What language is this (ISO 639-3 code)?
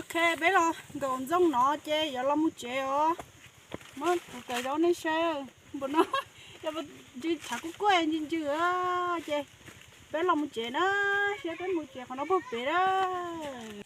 hmn